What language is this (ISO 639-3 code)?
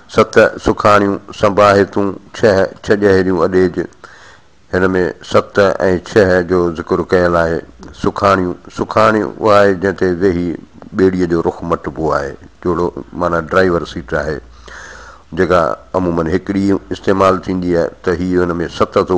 snd